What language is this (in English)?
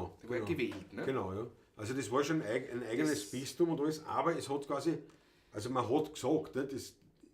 Bavarian